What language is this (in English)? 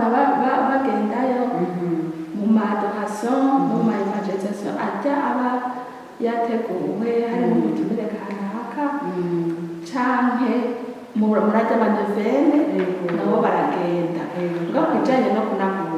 Rundi